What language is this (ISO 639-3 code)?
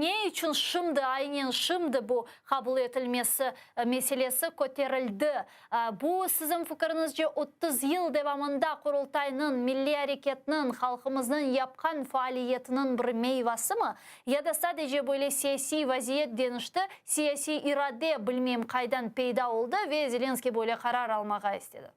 crh